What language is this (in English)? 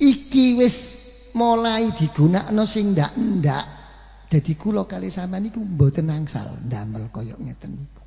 Javanese